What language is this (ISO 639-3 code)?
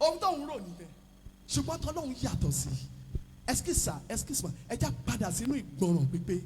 yor